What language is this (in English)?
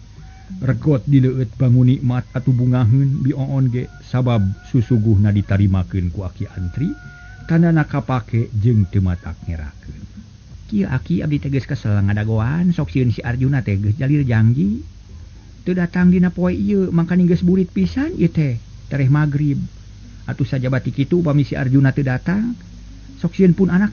Sundanese